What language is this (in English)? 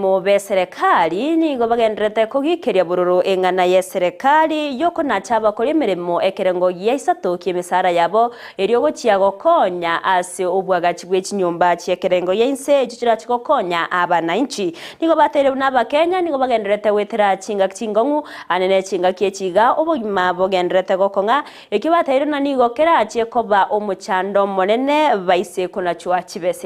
Gusii